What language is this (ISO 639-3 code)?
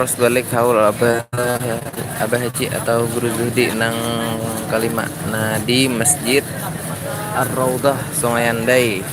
bjn